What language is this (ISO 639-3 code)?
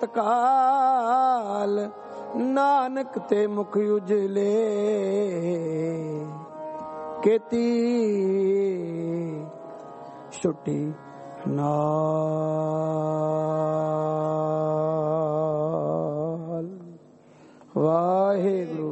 pan